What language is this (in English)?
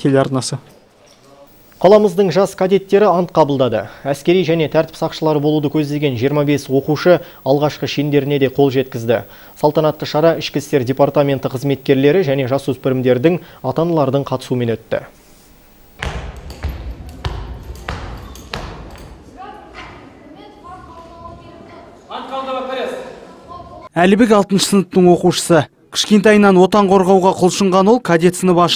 Kazakh